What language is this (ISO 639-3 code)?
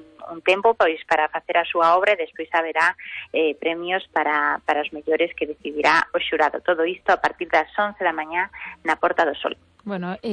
glg